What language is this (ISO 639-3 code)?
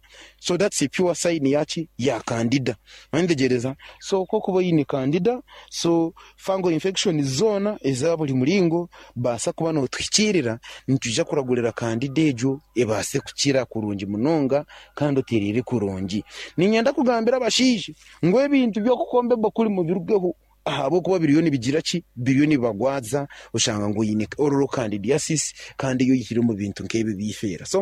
nyn